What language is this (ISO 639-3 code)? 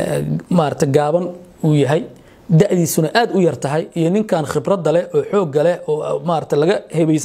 som